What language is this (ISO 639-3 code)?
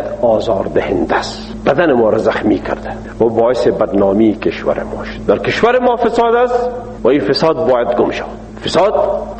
fas